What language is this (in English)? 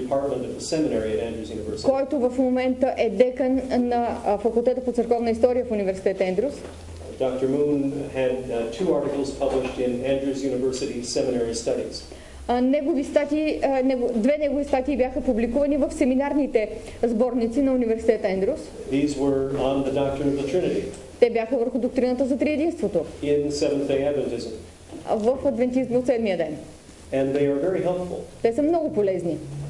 Bulgarian